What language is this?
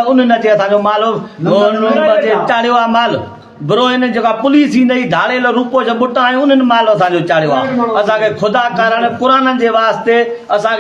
Sindhi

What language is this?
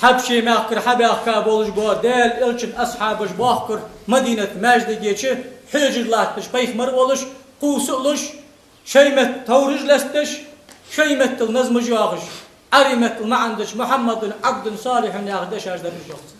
Ingush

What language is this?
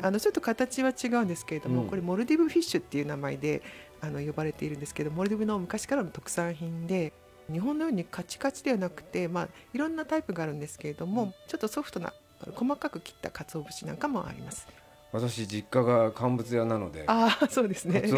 Japanese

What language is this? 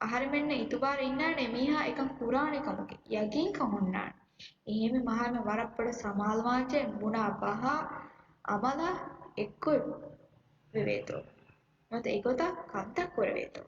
Divehi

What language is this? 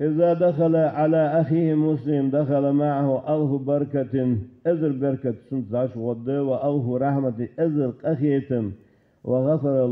Ingush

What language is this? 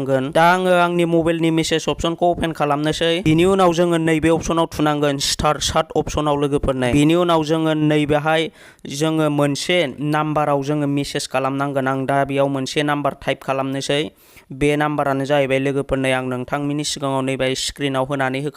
Bodo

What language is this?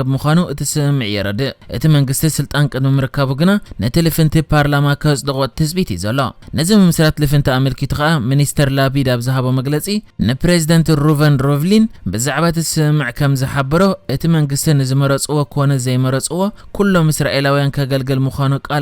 Tigrinya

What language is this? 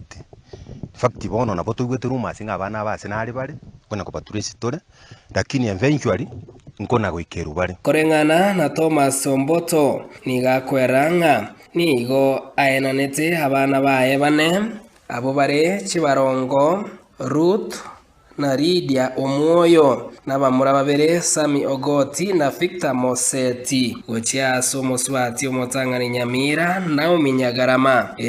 Gusii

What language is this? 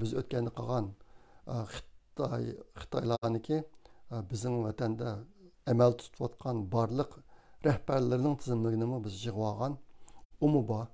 Uyghur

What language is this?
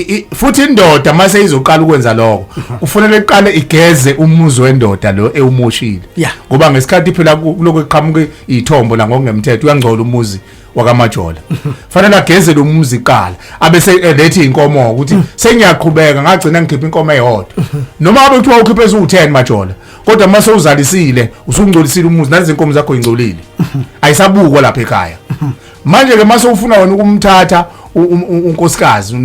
Zulu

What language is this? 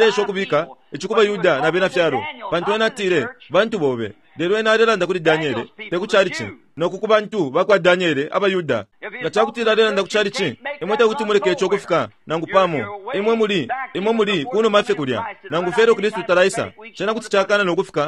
Bemba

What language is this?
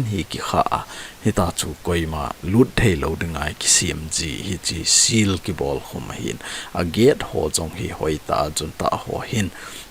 Thado Chin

